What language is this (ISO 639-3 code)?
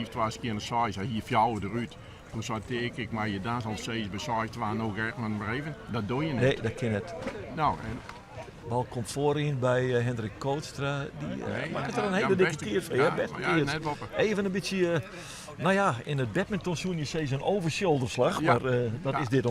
fry